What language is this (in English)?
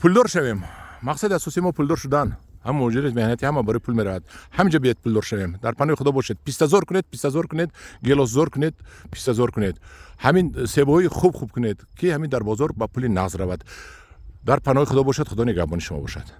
Tajik